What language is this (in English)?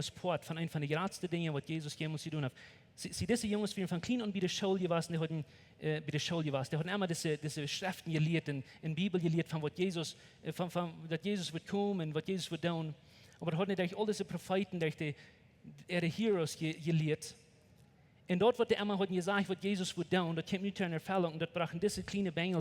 Plautdietsch